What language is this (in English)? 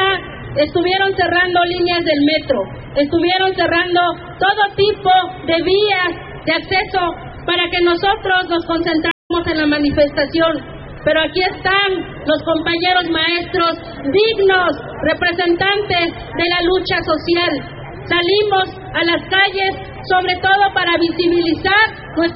Spanish